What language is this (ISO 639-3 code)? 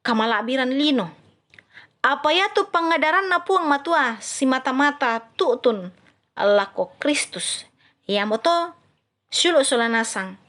sda